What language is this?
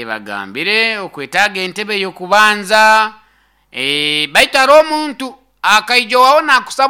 Nyoro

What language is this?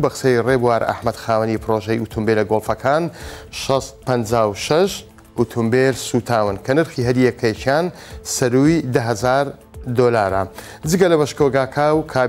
Central Kurdish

